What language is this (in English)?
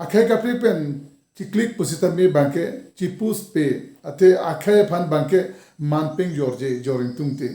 Karbi